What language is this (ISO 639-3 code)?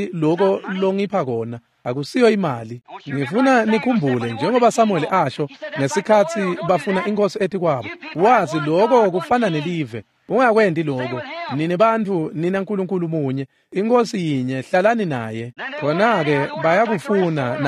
ssw